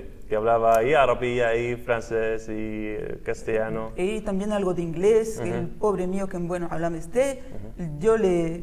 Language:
Ladino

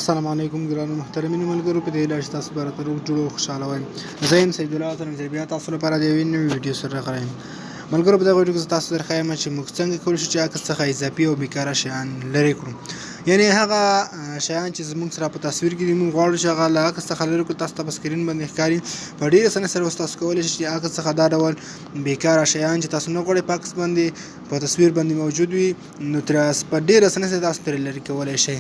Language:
Pashto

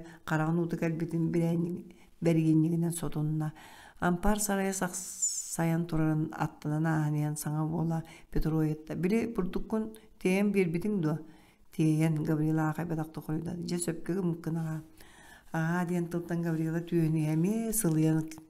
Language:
Yakut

